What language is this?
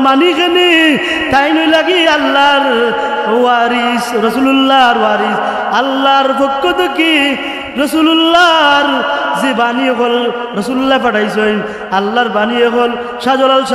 Sylheti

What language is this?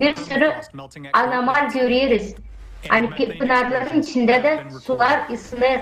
Gagauz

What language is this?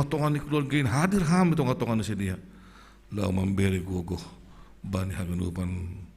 Batak Simalungun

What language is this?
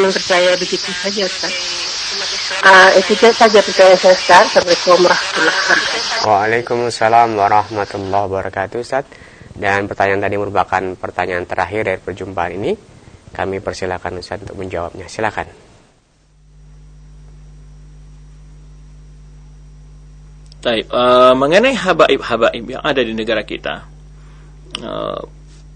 Indonesian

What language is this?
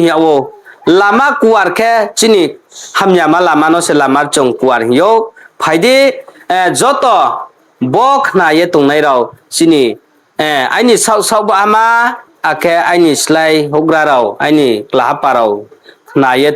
Riang (India)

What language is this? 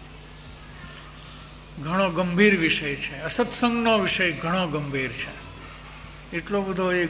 Gujarati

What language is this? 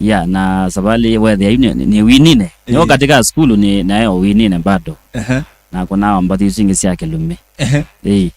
Kamba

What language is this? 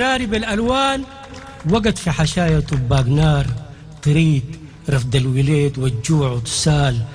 Sudanese Arabic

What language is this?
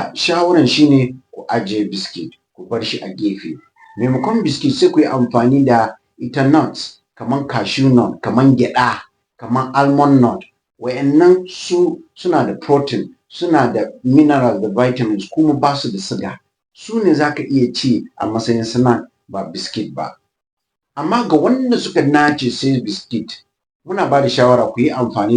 Hausa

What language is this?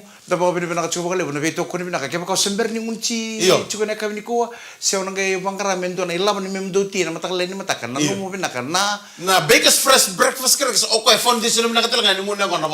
Fijian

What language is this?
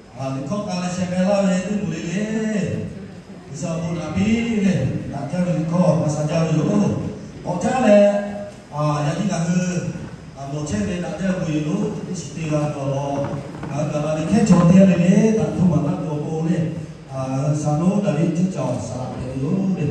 Lahu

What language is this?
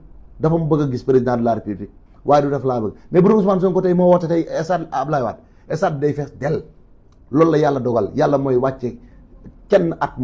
Wolof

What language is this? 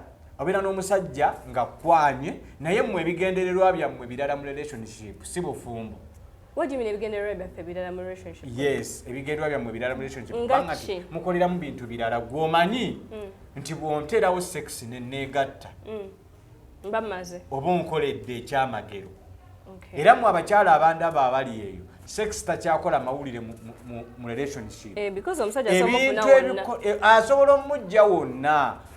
Ganda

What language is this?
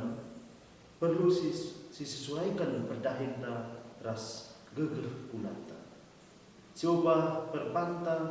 Batak Karo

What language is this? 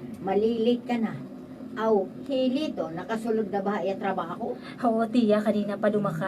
Waray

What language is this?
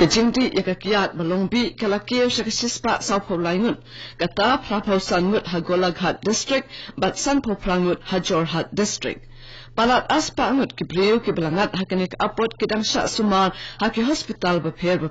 Khasi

